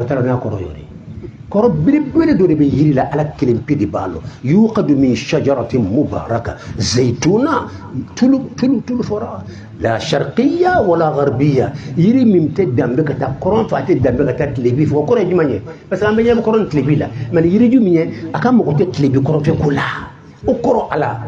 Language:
Bambara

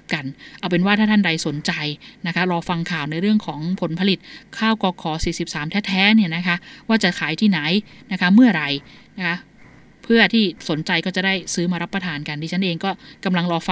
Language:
Thai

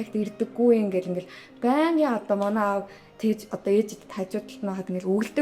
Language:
Mongolian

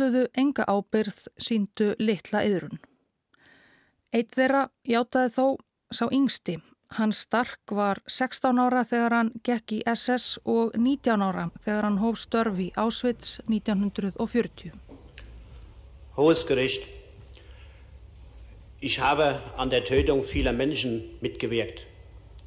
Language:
Icelandic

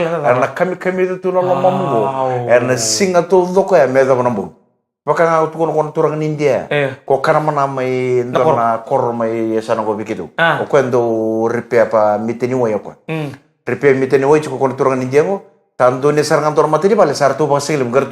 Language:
Fijian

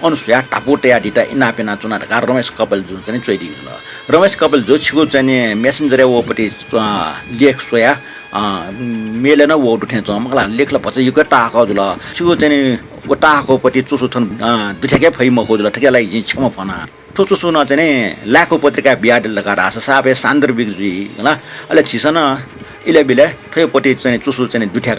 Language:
Newari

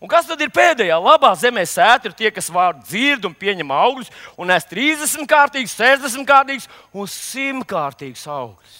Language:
Latvian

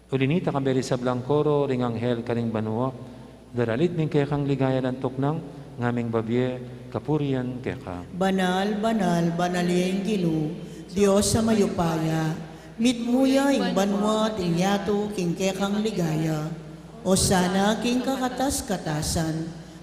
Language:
Pampanga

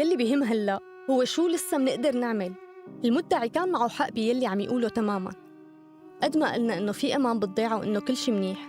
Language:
North Levantine Arabic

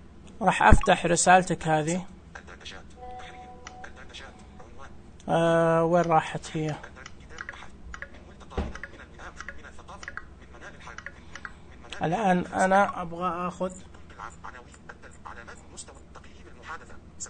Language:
Najdi Arabic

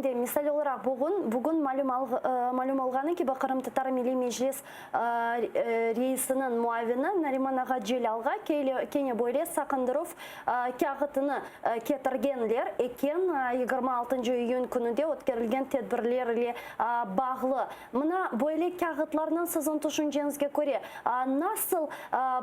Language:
Crimean Tatar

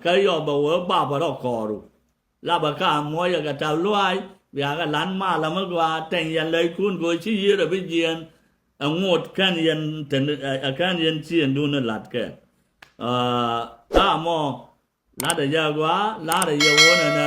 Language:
Nuer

